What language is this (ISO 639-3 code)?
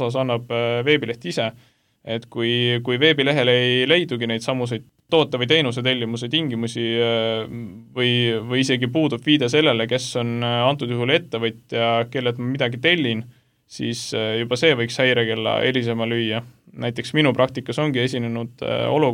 est